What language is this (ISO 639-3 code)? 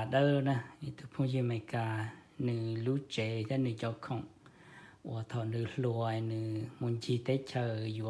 hmn